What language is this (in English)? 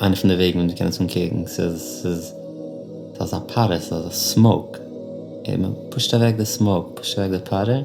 Yiddish